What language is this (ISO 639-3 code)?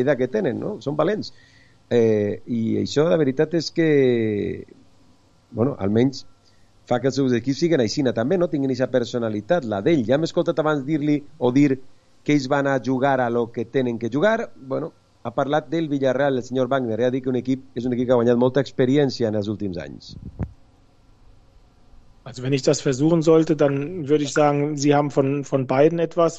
cat